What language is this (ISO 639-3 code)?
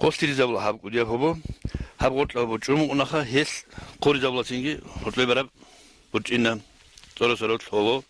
ava